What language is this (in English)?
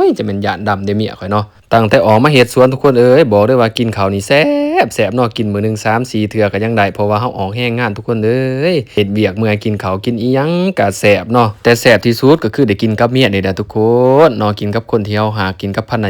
Lao